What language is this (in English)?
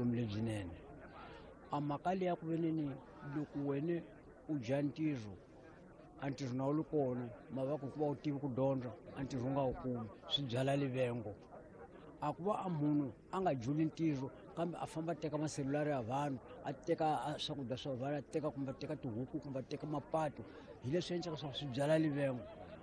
Tsonga